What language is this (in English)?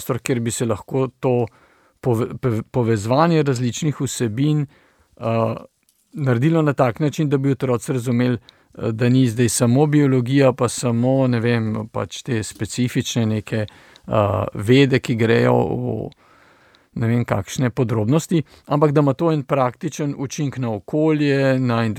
Slovenian